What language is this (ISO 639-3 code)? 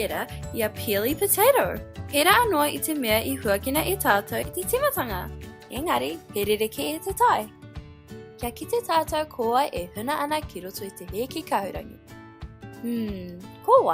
mri